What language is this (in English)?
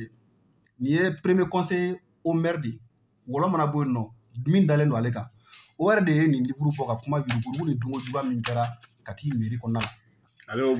Bambara